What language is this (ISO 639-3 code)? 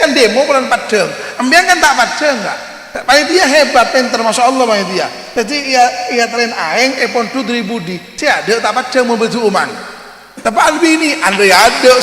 mad